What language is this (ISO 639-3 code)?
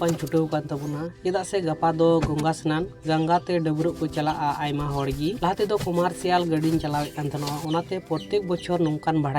sat